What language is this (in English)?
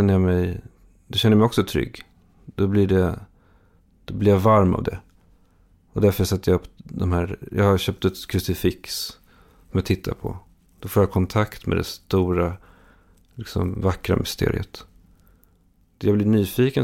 Swedish